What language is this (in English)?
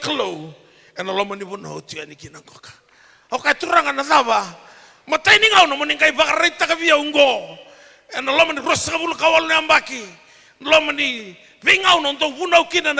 Fijian